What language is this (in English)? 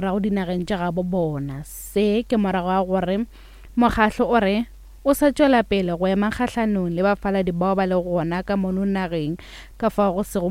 Northern Sotho